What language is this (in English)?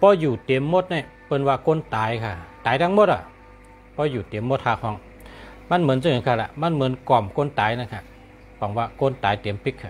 Shan